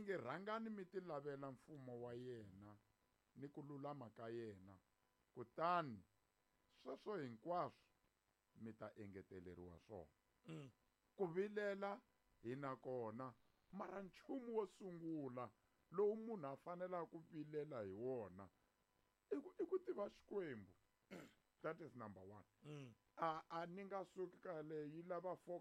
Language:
Tsonga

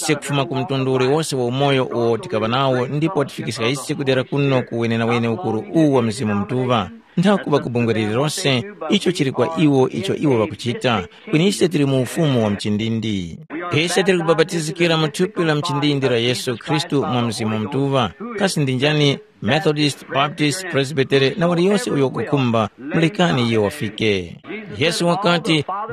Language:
Tumbuka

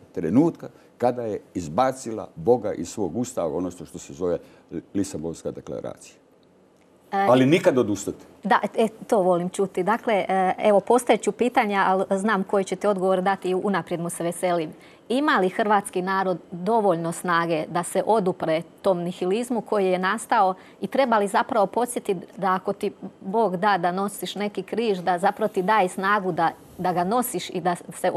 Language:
Croatian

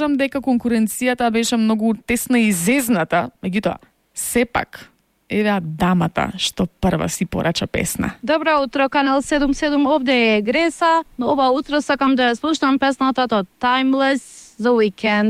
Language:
Macedonian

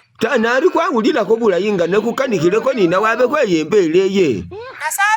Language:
Masaaba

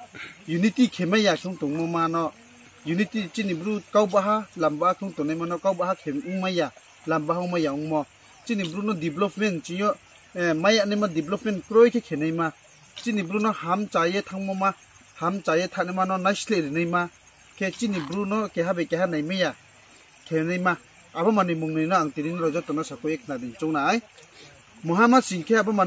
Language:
Riang (India)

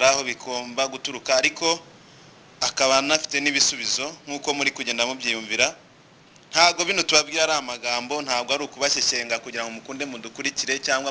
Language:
Kinyarwanda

